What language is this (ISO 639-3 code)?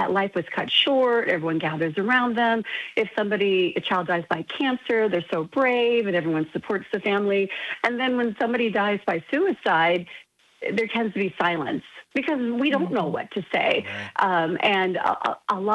eng